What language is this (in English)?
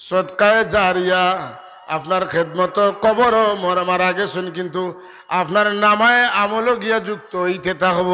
Sylheti